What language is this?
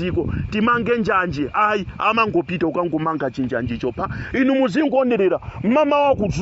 Nyanja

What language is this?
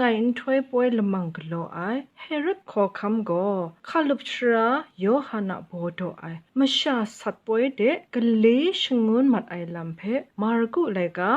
Kachin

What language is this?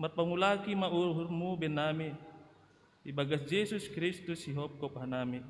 Batak Simalungun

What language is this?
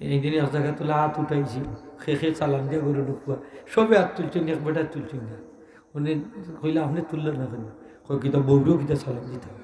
Sylheti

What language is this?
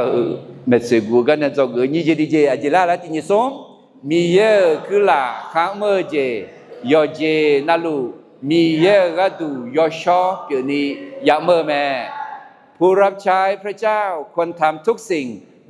Akha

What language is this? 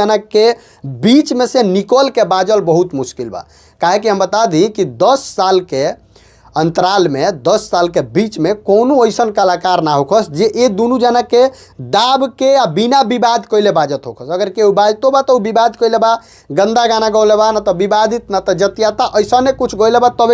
Bhojpuri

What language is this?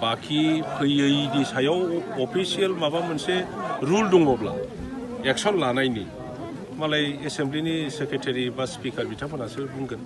Bodo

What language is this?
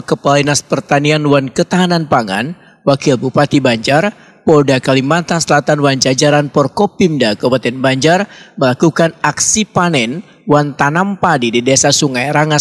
Banjar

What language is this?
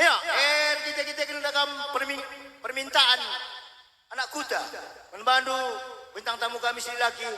Batak Karo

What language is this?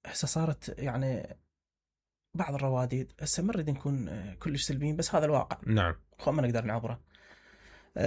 Mesopotamian Arabic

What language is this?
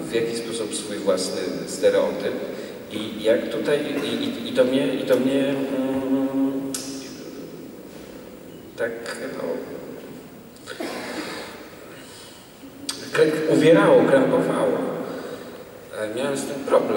Polish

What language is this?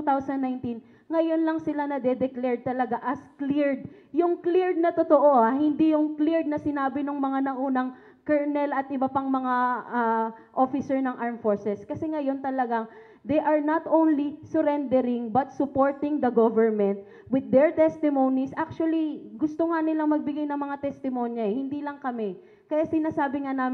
Filipino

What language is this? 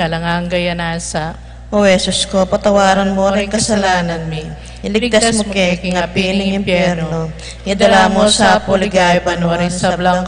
Pampanga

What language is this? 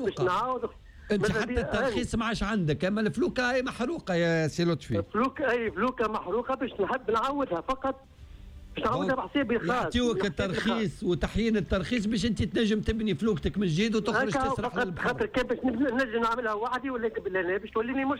Tunisian Arabic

